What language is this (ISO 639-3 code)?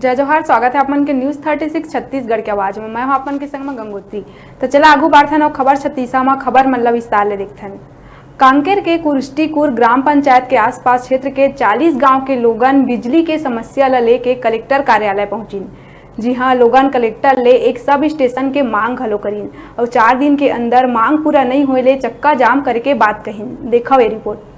hne